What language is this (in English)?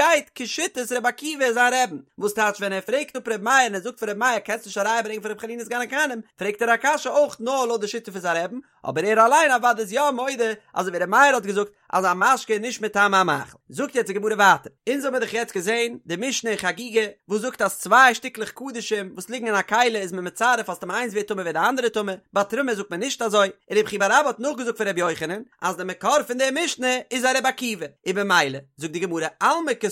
Yiddish